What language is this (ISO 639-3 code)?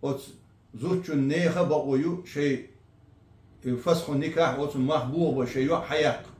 che